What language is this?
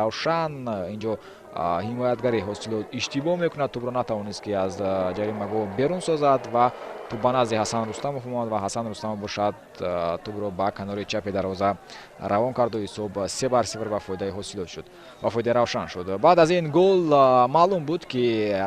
Tajik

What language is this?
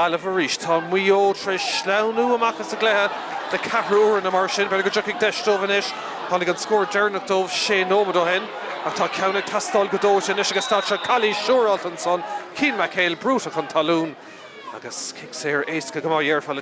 Irish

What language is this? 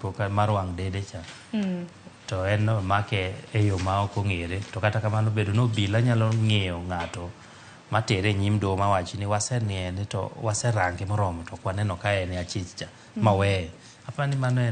Luo (Kenya and Tanzania)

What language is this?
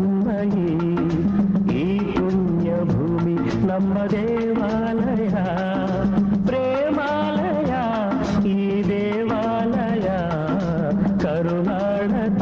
Kannada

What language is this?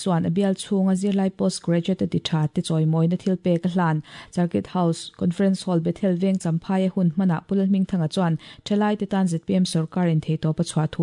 Mizo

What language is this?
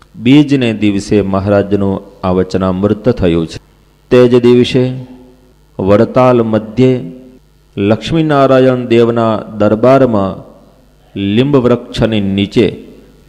Gujarati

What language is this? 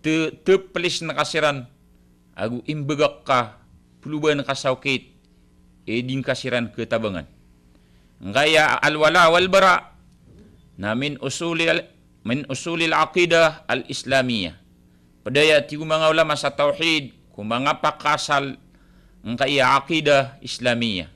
Maranao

